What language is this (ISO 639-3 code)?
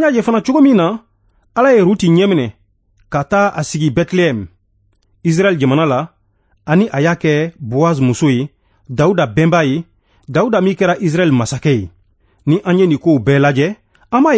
bam